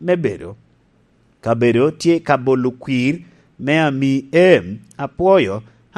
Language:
Lango (Uganda)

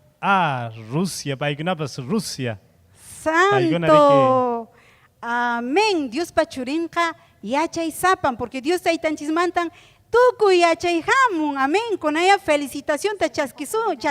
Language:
Ayacucho Quechua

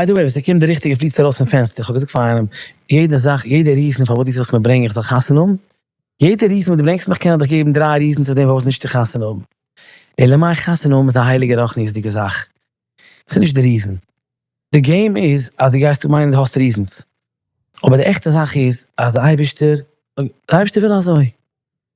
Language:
Yiddish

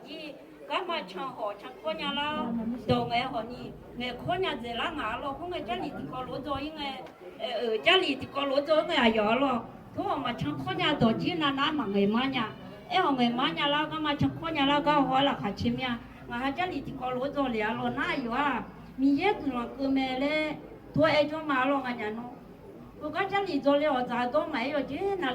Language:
Akha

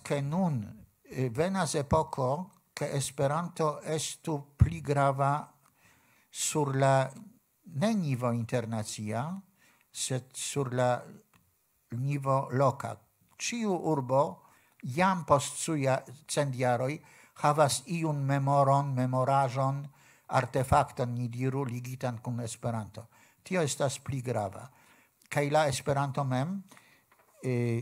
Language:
Esperanto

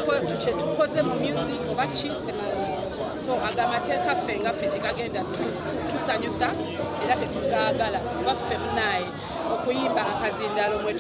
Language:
Ganda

